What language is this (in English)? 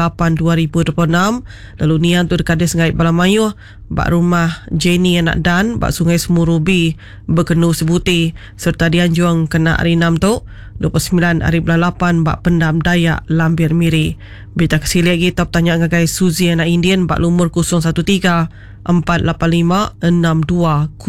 Iban